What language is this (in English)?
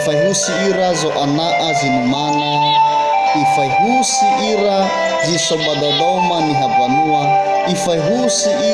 Nias